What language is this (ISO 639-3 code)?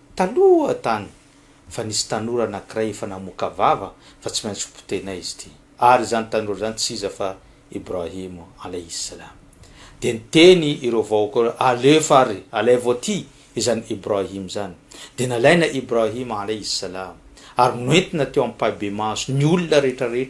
mlg